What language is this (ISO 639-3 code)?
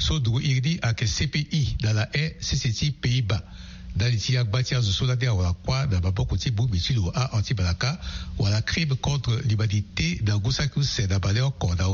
sag